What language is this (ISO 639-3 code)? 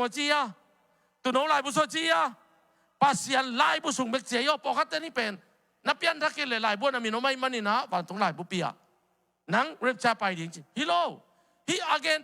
ctd